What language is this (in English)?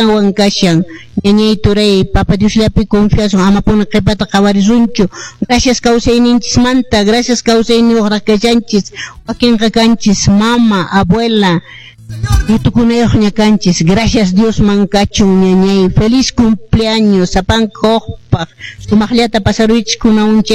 Quechua